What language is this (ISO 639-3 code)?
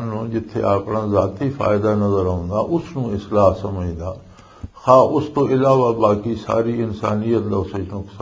lah